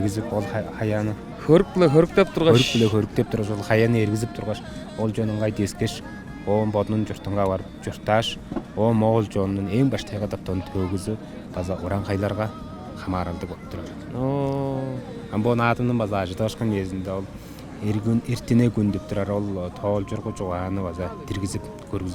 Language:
Tuvinian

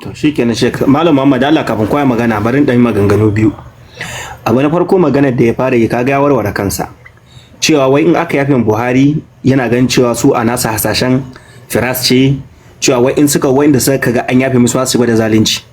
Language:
Hausa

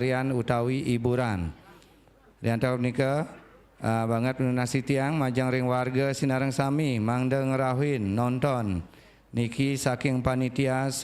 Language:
Balinese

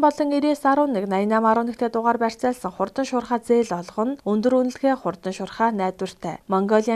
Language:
Mongolian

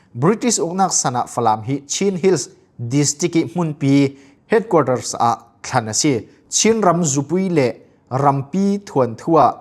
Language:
Falam Chin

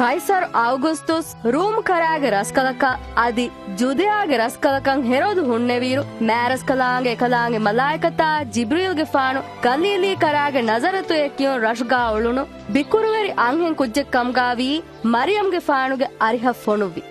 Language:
Divehi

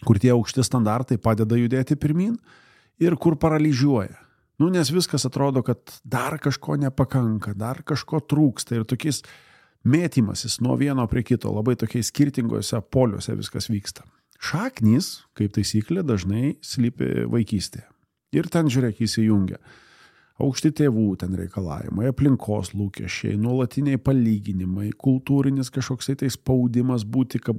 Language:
Lithuanian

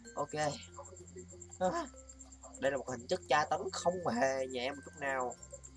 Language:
Vietnamese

